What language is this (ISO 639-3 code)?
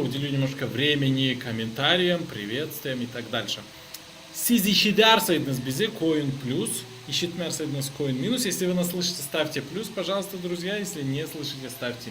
gag